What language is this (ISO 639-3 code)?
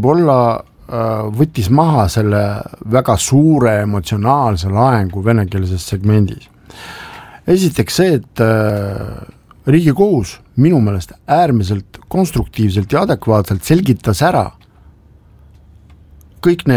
est